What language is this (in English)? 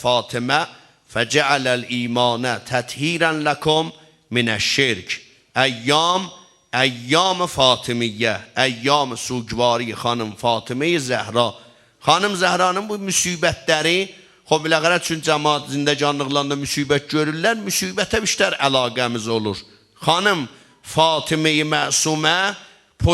South Azerbaijani